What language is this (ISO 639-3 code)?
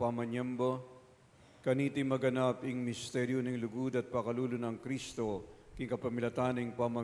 pam